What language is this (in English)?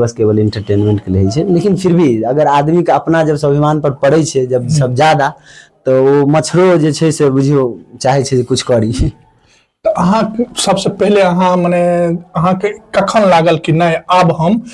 Maithili